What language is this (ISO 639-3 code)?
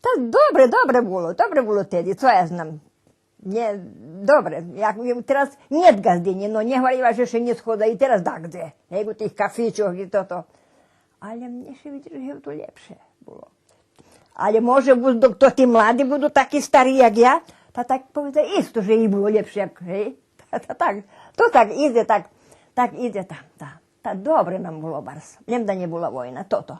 rue